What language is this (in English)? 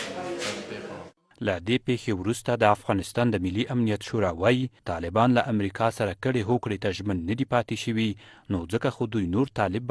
Pashto